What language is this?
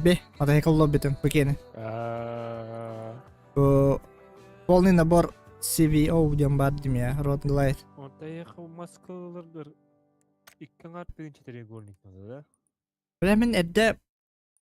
Yakut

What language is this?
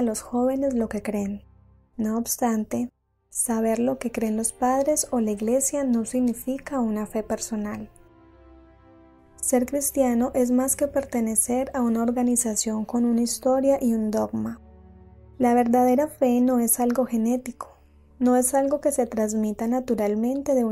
Spanish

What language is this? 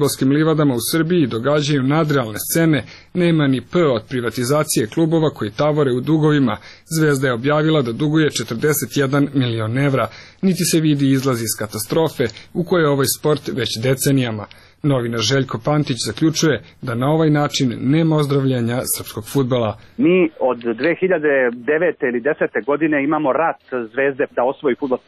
Serbian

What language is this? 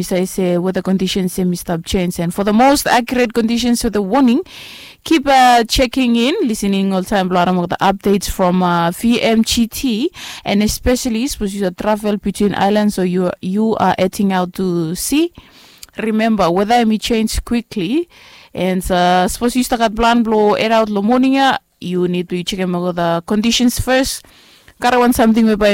Bislama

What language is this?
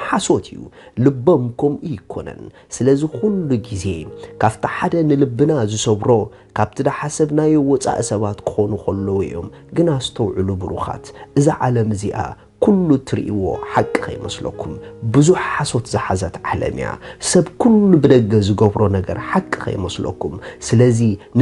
Tigrinya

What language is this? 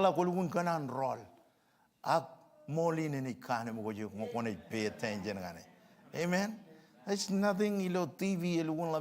Marshallese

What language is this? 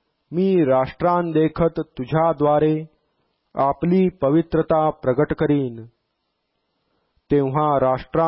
Marathi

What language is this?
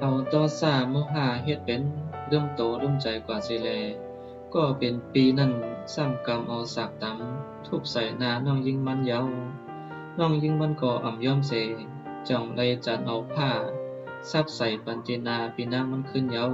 Shan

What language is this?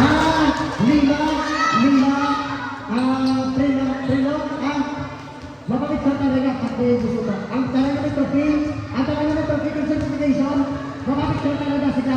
Hiligaynon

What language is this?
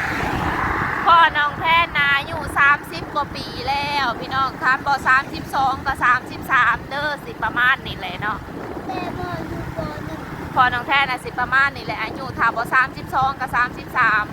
Northeastern Thai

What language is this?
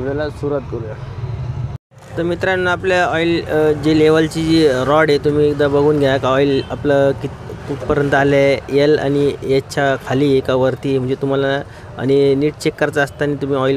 Marathi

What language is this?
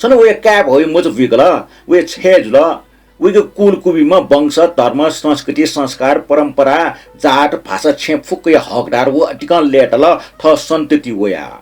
Newari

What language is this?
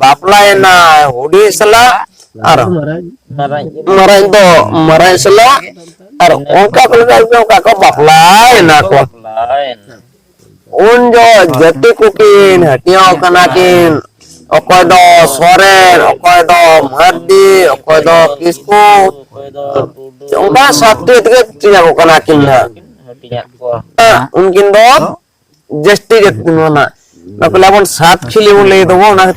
Santali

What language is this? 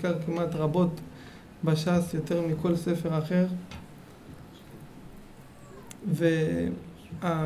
Hebrew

